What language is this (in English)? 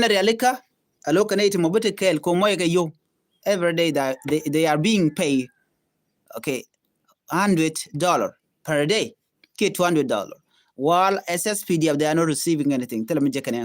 Nuer